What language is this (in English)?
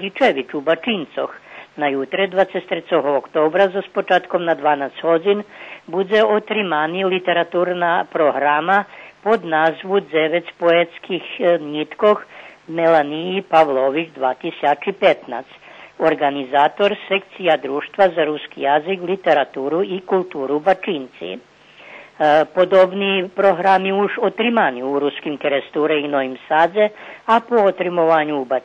Rusyn